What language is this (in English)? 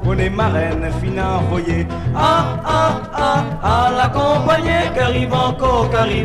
Morisyen